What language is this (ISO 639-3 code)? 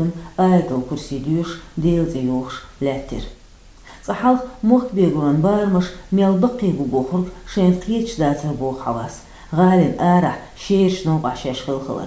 che